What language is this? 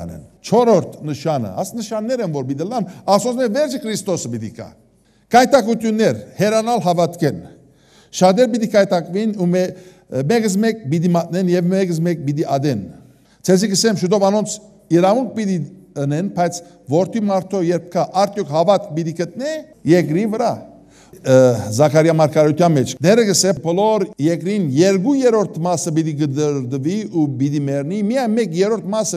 Western Armenian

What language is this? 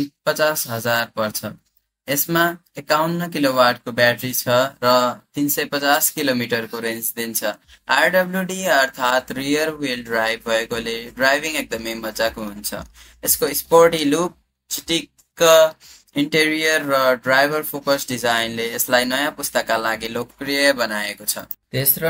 Nepali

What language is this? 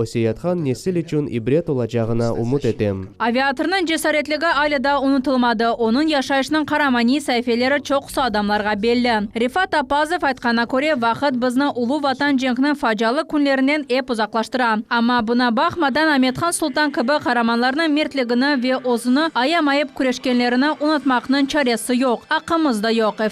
Crimean Tatar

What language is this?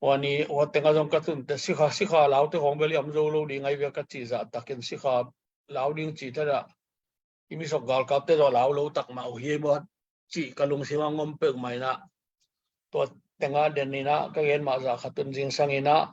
Tedim Chin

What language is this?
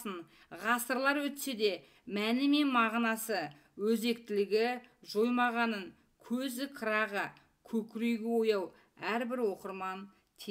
Kazakh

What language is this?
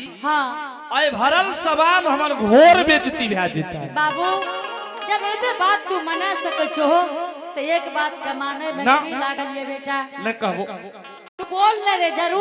Angika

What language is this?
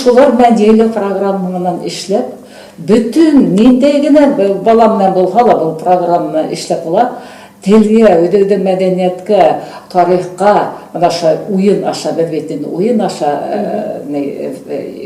Bashkir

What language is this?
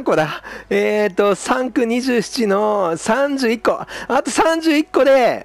Japanese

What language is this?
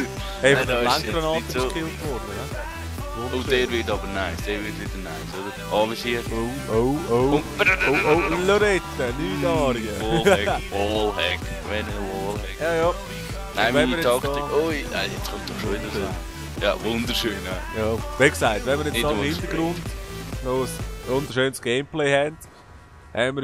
Swiss German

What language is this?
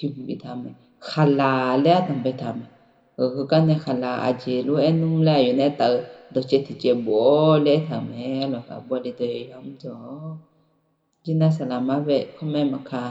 Akha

